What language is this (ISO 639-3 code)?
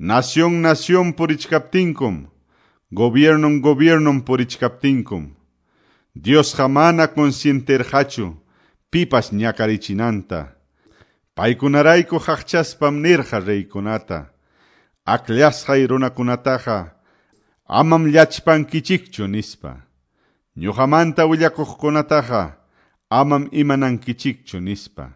que